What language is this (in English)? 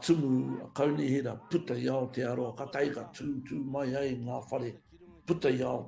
Māori